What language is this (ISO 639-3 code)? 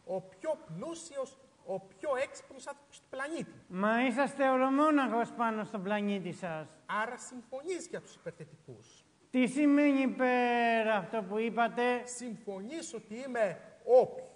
ell